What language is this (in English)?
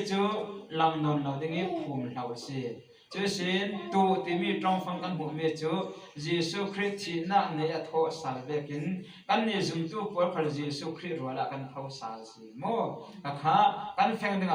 Falam Chin